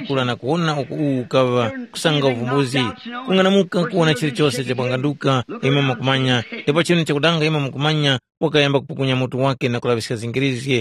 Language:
Tumbuka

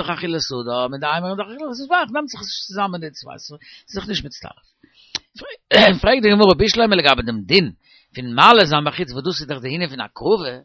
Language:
Yiddish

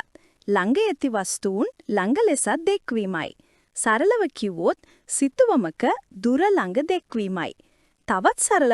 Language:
Sinhala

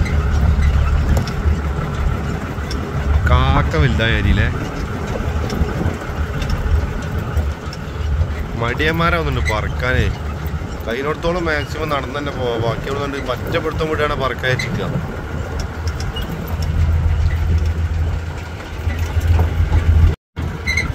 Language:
Malayalam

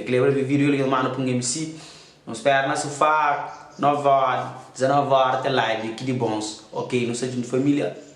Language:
Kabuverdianu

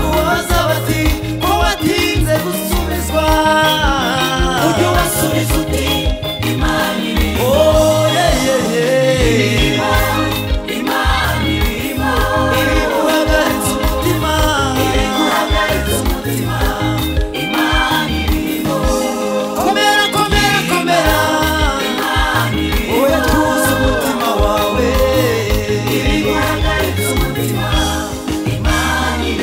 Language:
Kinyarwanda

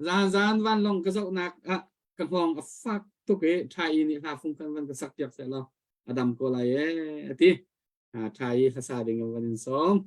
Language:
Hakha Chin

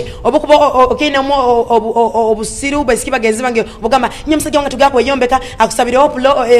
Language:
Nyoro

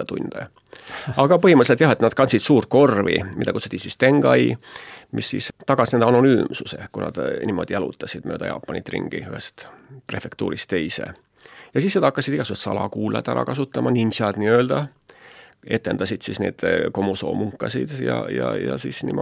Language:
Estonian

